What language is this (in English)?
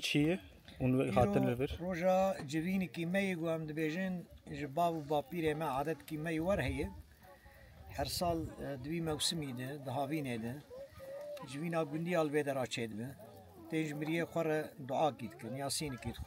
Kurdish